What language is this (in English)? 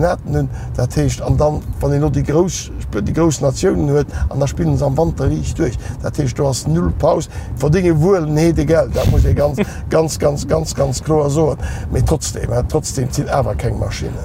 Luxembourgish